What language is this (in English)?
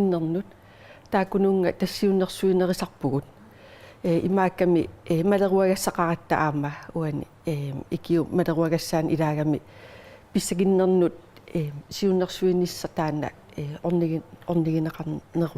Kalaallisut